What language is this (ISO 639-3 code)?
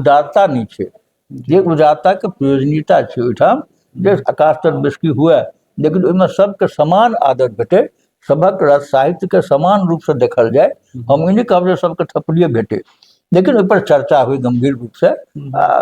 mai